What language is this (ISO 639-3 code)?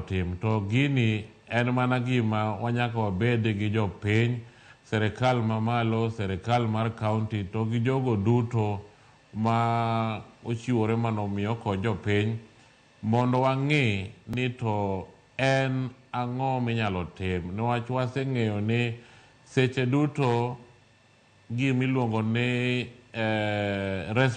luo